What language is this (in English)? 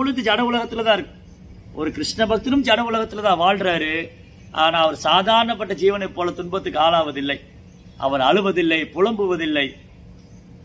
Tamil